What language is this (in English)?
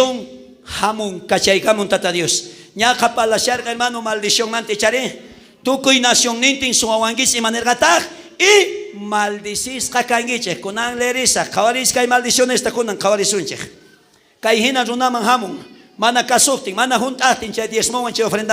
South Bolivian Quechua